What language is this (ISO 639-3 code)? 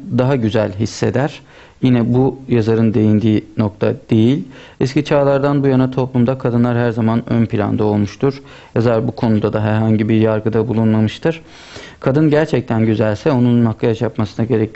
tur